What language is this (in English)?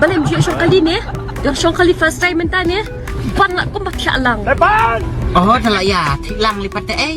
Khasi